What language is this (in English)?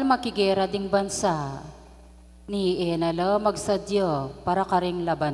Pampanga